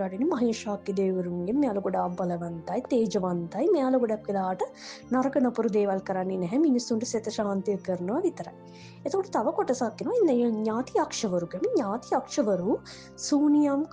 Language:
Sinhala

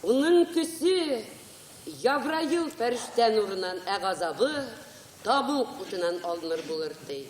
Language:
Bashkir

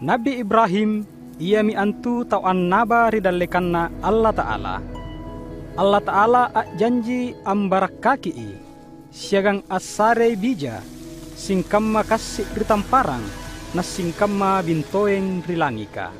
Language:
Makasar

